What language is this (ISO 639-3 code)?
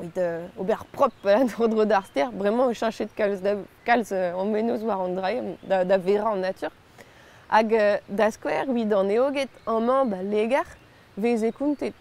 bre